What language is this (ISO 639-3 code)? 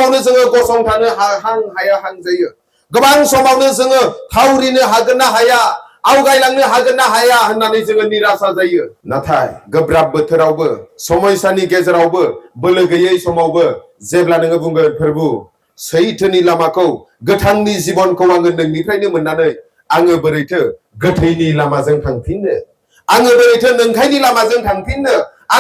brx